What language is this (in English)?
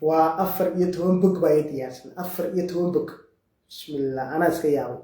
Somali